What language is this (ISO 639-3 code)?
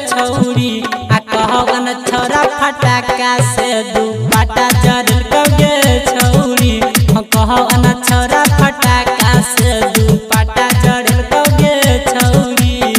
mai